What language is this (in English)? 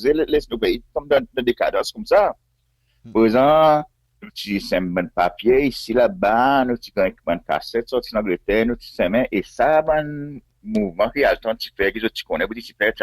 Seselwa Creole French